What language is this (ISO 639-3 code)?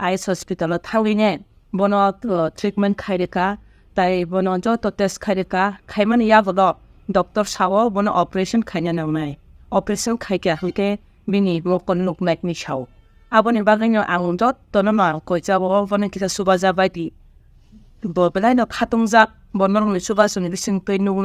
trp